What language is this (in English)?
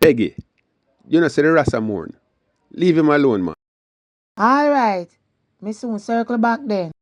Jamaican Creole English